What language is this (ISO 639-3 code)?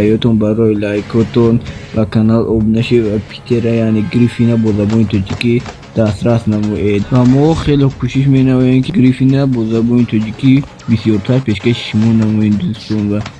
tgk